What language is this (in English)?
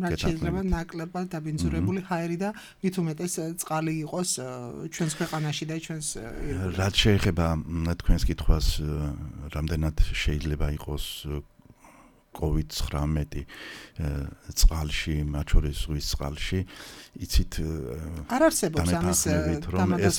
Georgian